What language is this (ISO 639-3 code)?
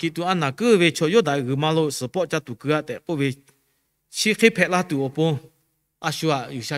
lhu